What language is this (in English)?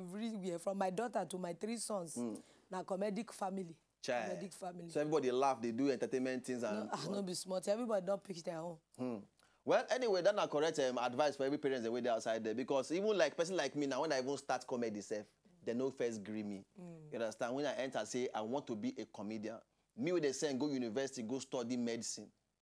Nigerian Pidgin